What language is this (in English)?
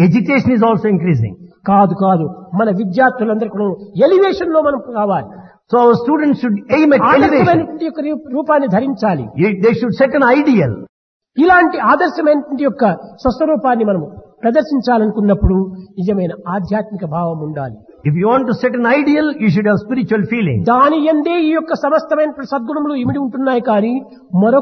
Telugu